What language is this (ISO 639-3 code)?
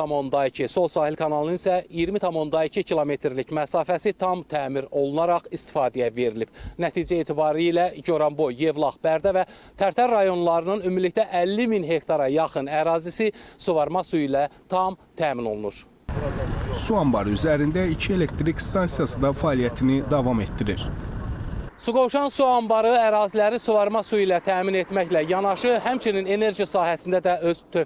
aze